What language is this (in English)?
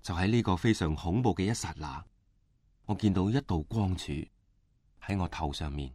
Cantonese